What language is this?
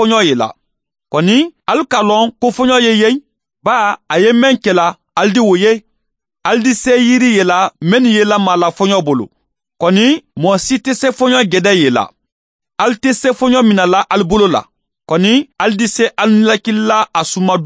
Mandingo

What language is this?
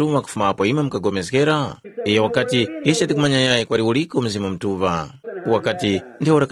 Tumbuka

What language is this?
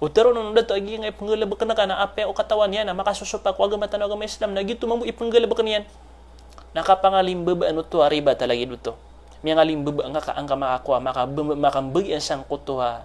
Maranao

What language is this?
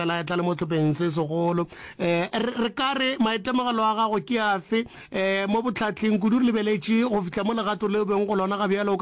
Northern Sotho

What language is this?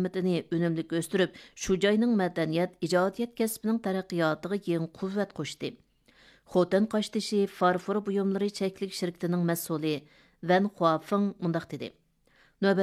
Uyghur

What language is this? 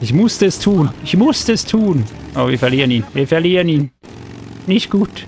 Swiss German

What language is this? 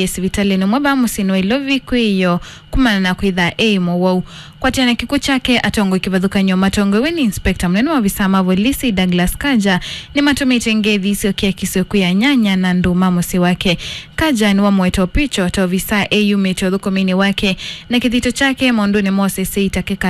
Kamba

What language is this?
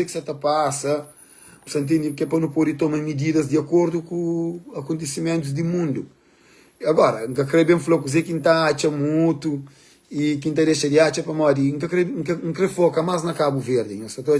Kabuverdianu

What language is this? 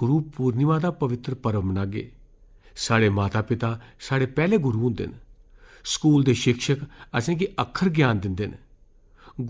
Dogri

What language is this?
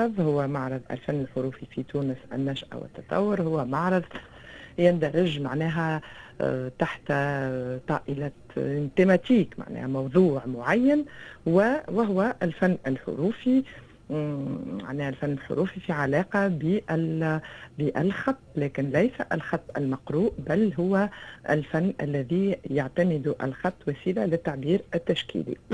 Tunisian Arabic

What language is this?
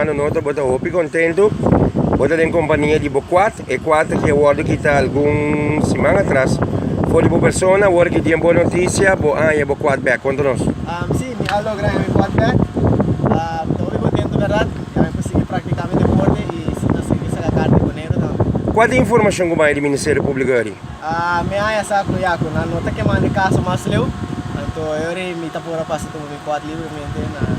Papiamento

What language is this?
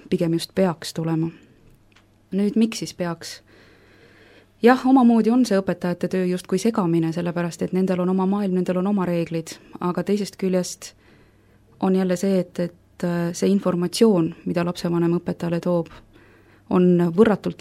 Estonian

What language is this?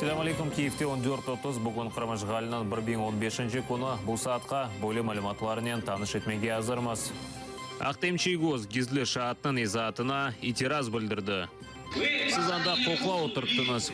Crimean Tatar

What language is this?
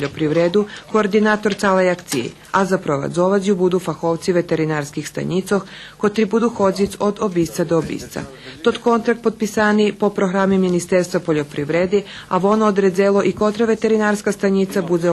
Rusyn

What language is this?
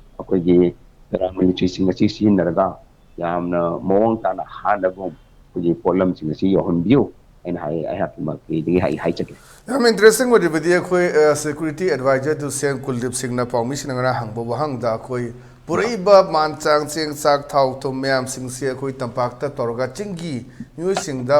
Manipuri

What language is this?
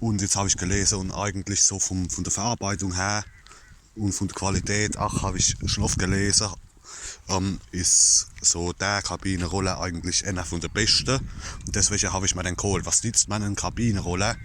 Palatine German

